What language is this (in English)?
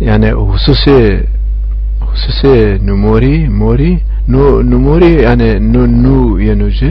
Zaza